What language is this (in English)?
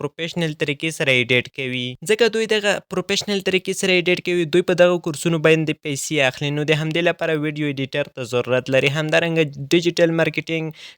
Pashto